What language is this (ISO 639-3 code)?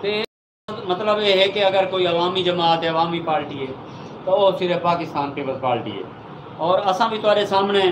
skr